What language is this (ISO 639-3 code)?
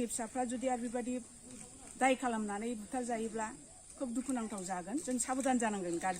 brx